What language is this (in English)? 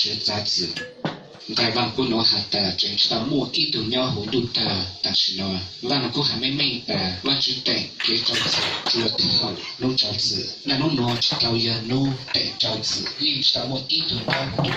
Hmong